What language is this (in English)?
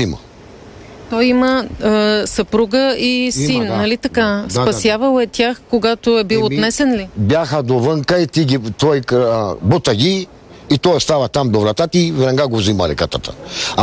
Bulgarian